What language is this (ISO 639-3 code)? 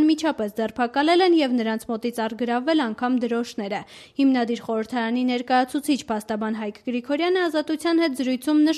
hye